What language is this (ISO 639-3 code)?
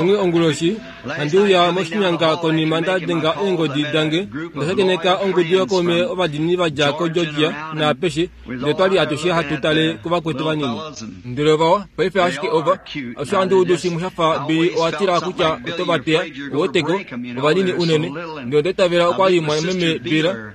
kua